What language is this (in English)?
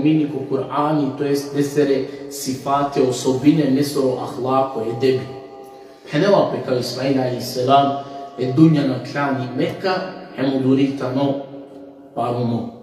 Balkan Romani